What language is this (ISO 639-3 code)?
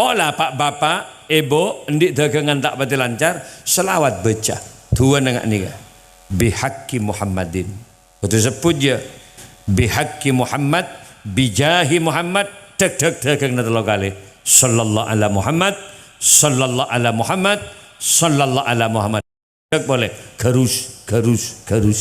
mad